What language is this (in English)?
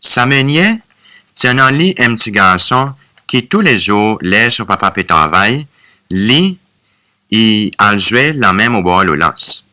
Seselwa Creole French